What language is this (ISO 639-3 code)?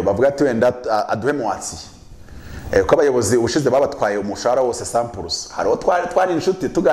kin